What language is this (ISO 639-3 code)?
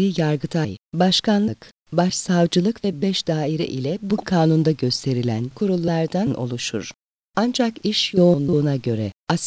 tur